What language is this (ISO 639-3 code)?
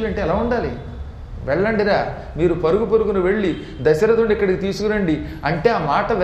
tel